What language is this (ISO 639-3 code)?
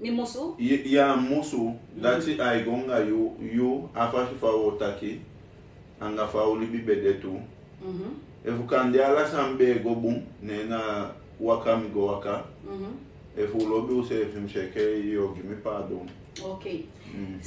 srn